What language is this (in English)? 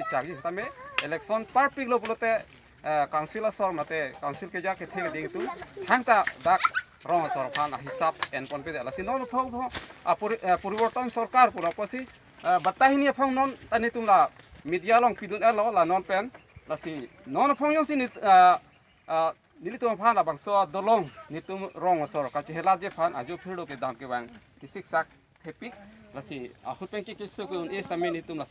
Karbi